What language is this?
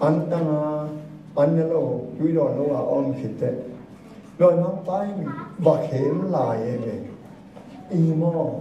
Tedim Chin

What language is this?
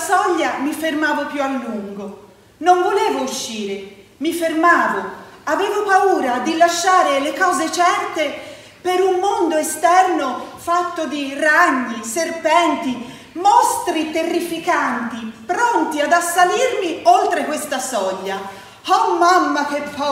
Italian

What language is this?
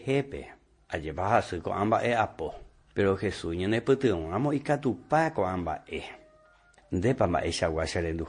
Guarani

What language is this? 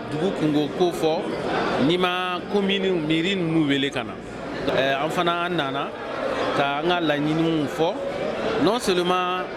Bambara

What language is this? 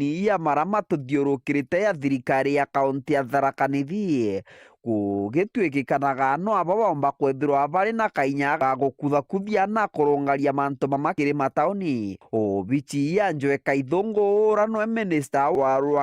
Meru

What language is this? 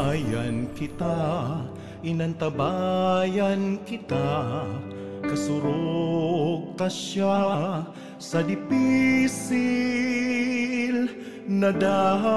Bikol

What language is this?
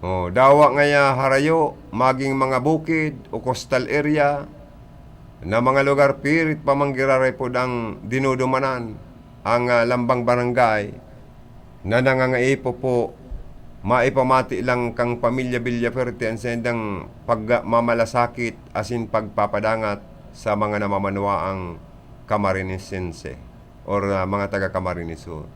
Bikol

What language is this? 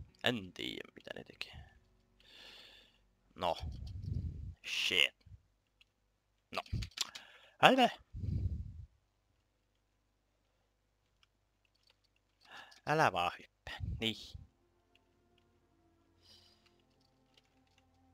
Finnish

